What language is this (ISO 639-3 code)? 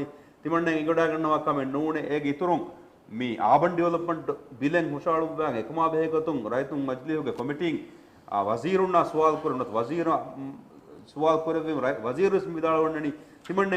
div